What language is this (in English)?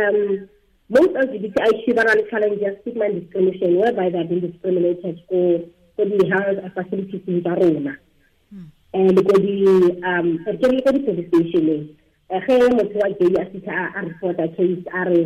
Tswana